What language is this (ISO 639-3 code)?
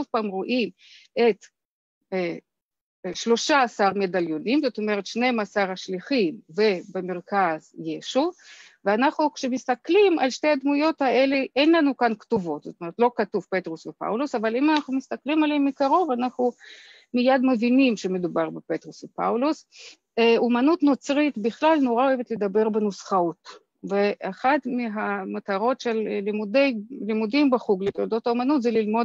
heb